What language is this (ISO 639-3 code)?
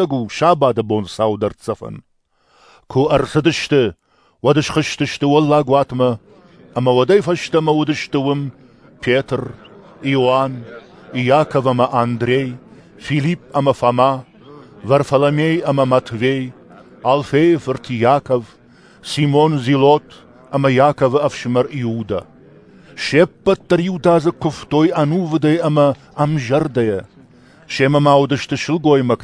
oss